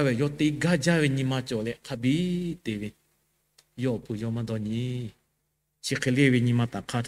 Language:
Lahu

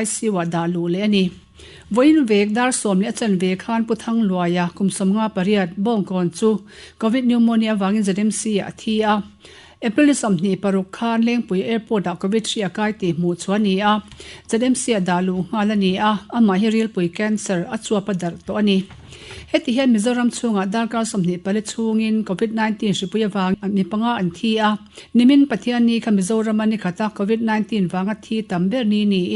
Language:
Mizo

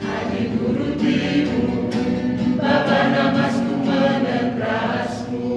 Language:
Batak Karo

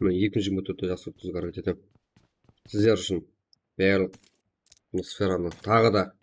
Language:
Kara-Kalpak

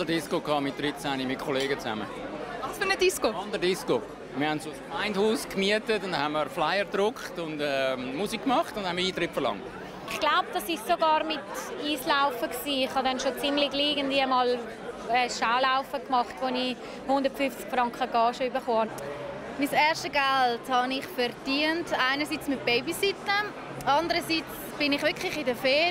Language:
Swiss German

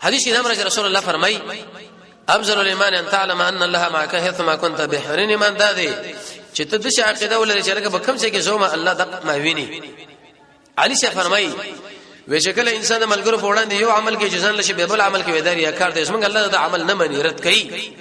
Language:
Pashto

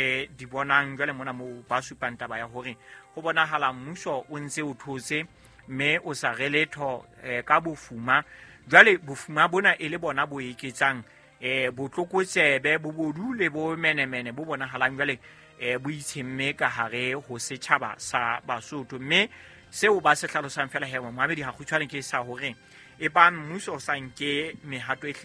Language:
Southern Sotho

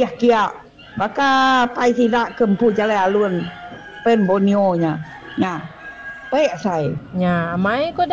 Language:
Iban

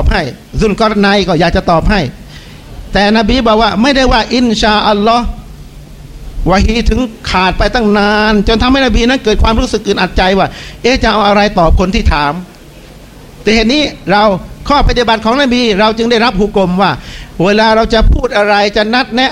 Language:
Thai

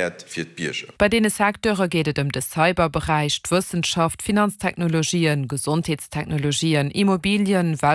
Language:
Luxembourgish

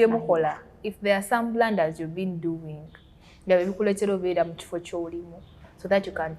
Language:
Ganda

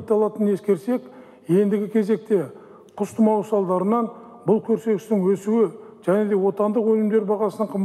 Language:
Kazakh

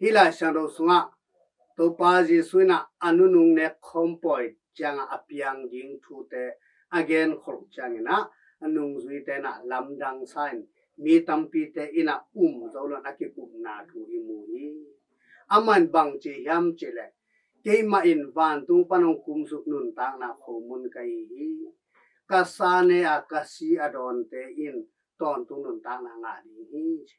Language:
Tedim Chin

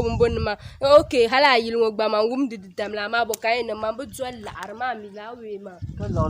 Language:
Dagbani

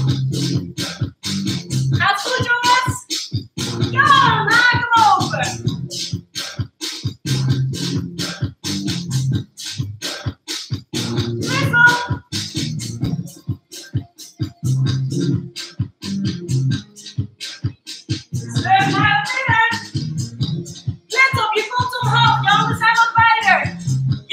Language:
Dutch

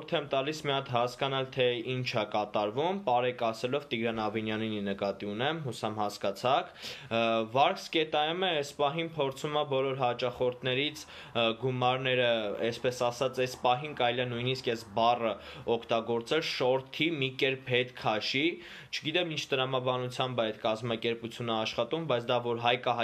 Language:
Armenian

